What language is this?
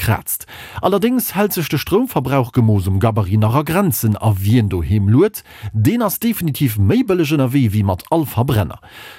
Luxembourgish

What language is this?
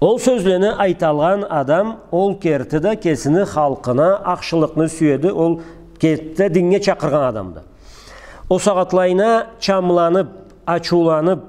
Karachay-Balkar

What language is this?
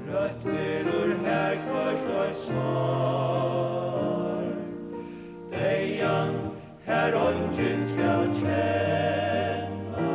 Faroese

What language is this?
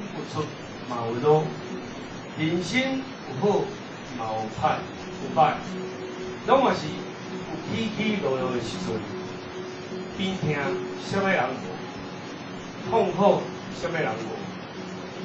Min Nan Chinese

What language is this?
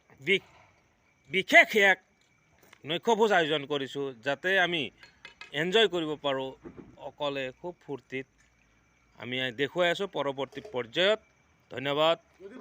Assamese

